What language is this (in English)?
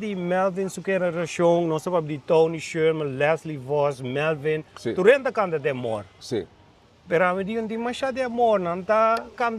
Papiamento